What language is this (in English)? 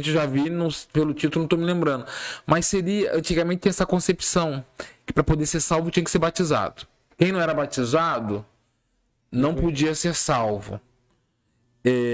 Portuguese